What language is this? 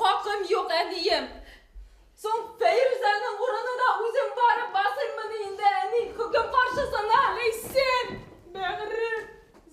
Bashkir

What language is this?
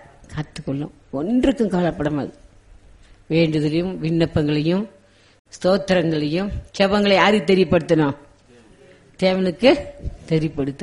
Tamil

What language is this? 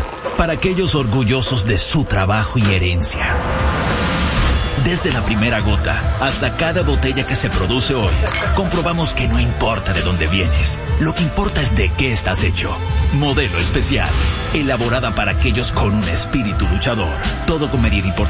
Spanish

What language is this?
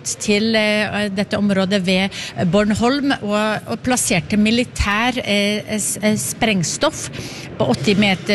Norwegian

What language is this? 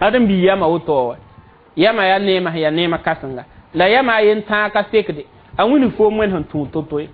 Mossi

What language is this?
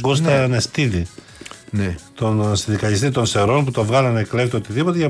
Greek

